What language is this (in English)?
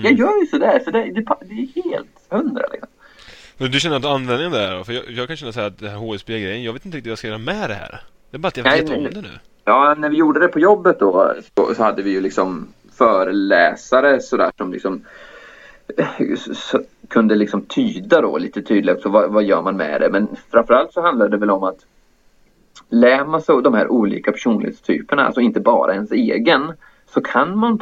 Swedish